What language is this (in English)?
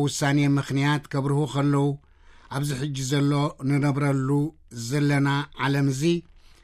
Tigrinya